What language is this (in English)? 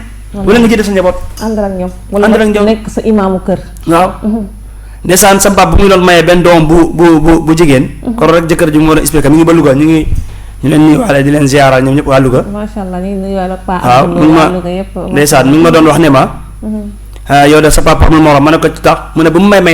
Wolof